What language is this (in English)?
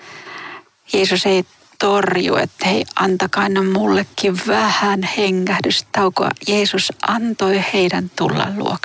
Finnish